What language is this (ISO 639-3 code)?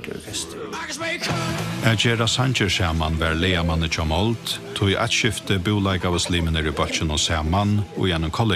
fao